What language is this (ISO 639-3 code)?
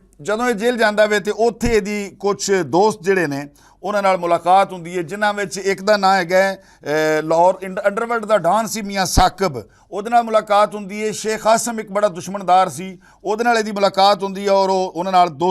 lah